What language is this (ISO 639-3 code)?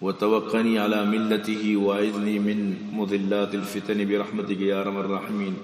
bgp